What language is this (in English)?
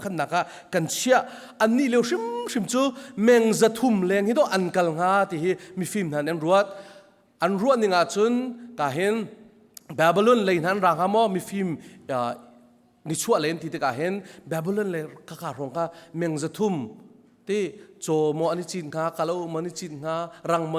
Hakha Chin